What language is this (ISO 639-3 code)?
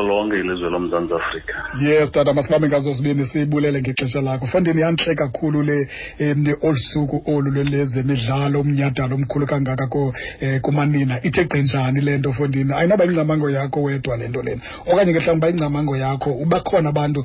xho